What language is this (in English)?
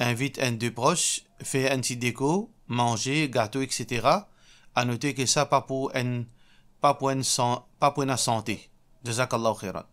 Morisyen